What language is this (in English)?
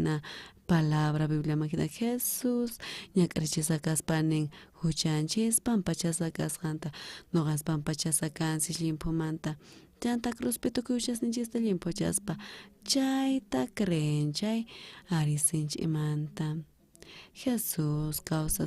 South Bolivian Quechua